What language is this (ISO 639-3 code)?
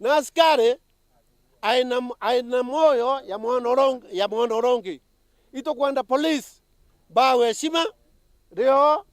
mer